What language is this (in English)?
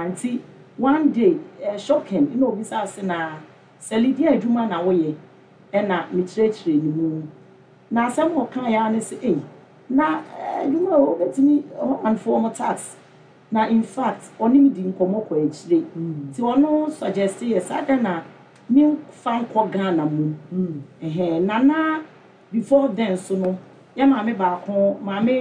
Akan